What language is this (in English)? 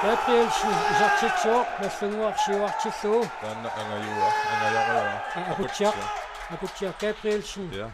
Kalaallisut